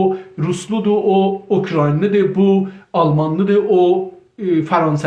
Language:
South Azerbaijani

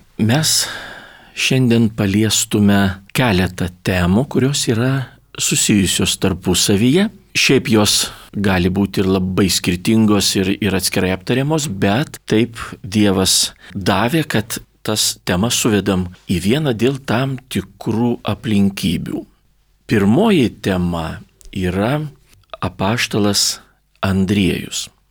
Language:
Lithuanian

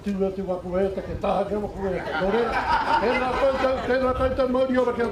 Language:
Māori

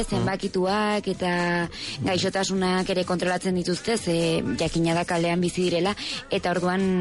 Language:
Basque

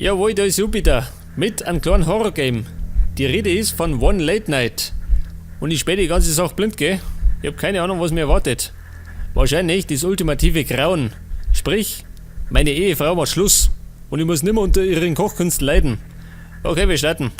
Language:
Bavarian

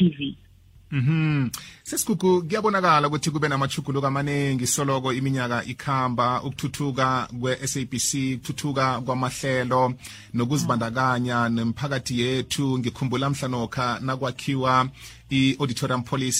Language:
South Ndebele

